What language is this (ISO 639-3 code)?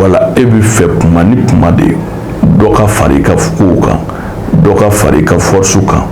bam